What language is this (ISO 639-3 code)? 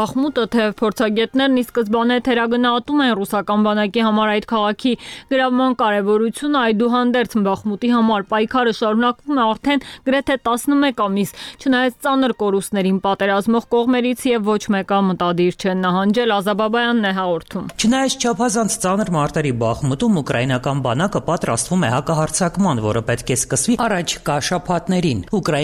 hye